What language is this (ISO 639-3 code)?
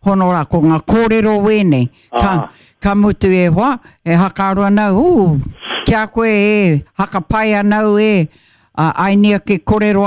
mri